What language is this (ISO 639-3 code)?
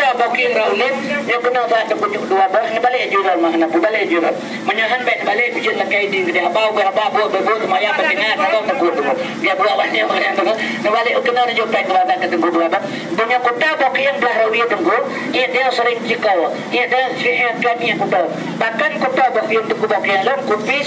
ace